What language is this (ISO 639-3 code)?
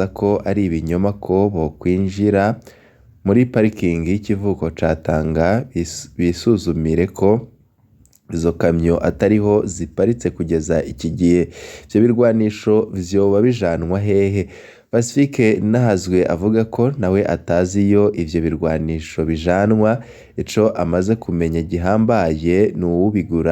run